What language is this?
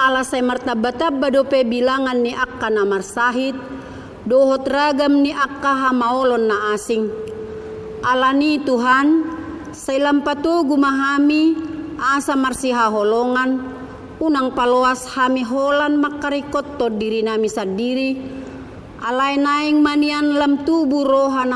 Batak Toba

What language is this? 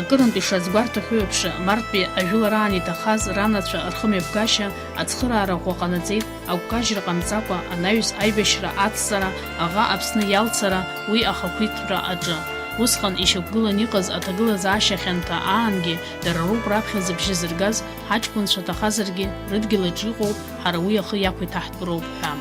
Abkhazian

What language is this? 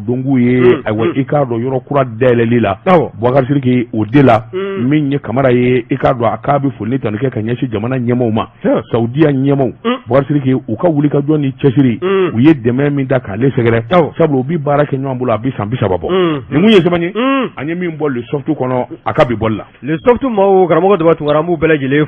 Bambara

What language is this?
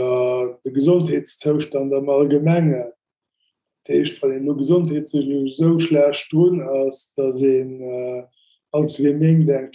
Luxembourgish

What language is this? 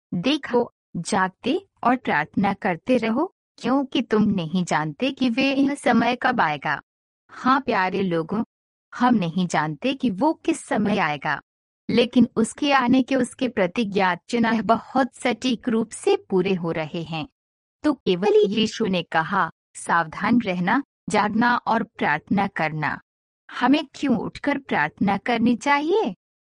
Hindi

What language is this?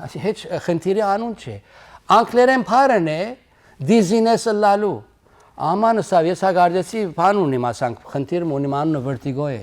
Western Armenian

